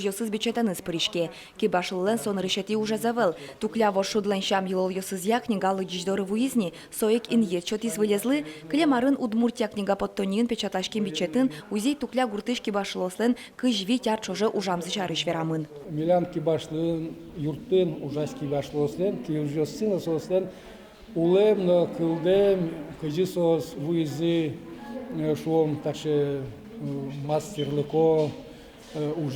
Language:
Udmurt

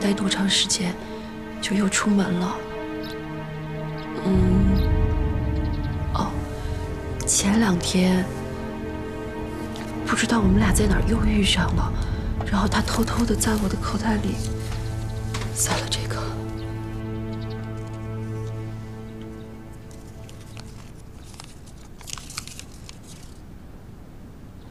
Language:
Chinese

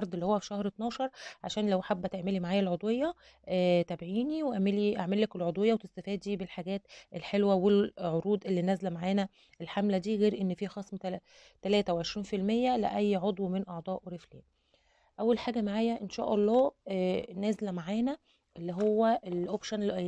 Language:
Egyptian Arabic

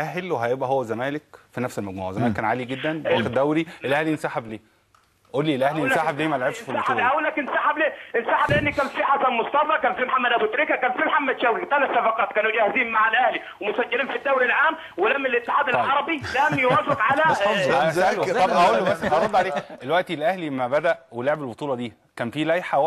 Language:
Egyptian Arabic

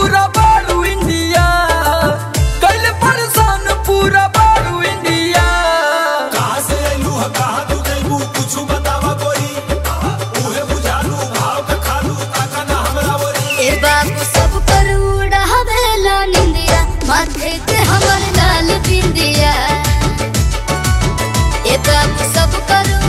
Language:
Bhojpuri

